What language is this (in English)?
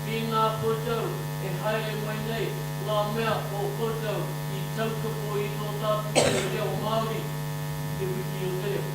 Māori